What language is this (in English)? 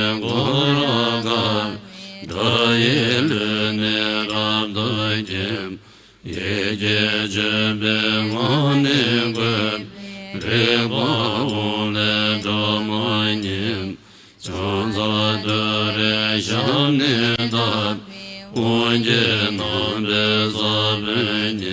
Tibetan